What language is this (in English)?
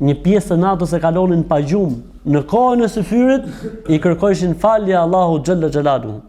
Albanian